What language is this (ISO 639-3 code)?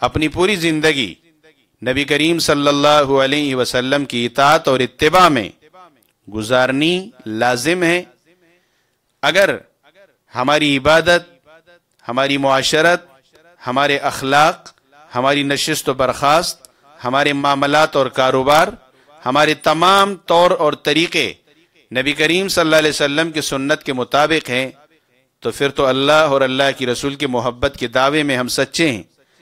urd